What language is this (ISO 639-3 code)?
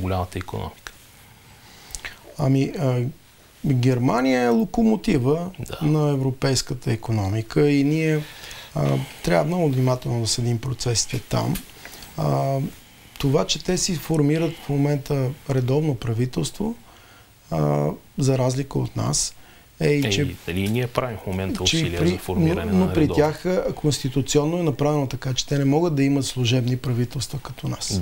bul